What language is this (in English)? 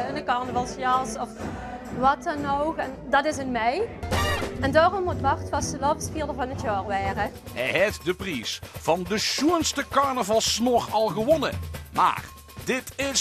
Limburgish